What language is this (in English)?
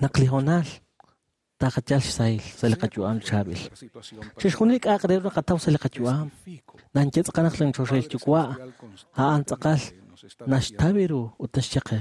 Kekchí